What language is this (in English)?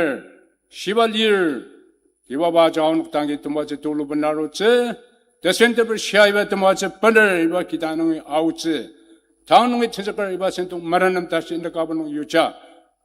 Ao Naga